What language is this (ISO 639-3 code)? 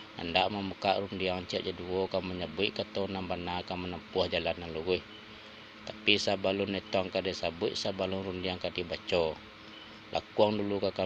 min